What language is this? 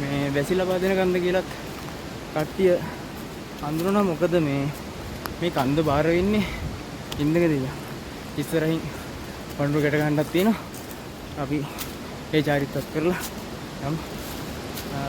Sinhala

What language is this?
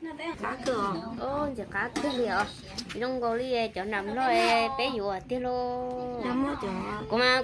Hmong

